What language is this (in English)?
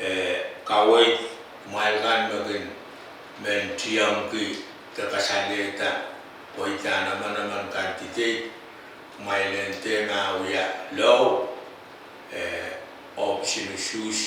Pohnpeian